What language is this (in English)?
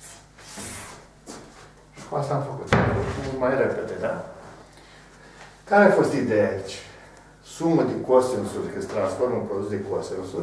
Romanian